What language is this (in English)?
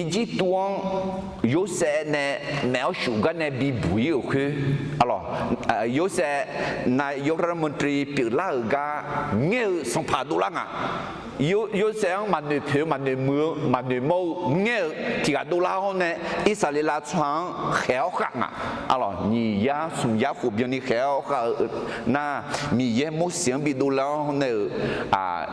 Akha